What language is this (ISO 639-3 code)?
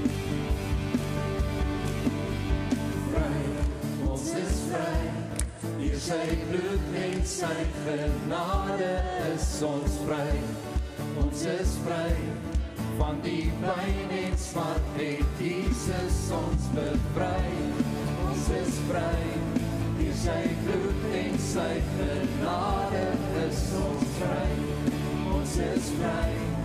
afr